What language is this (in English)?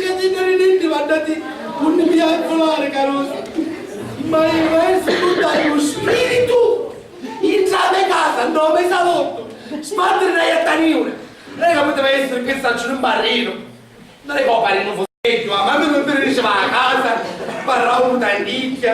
Sicilian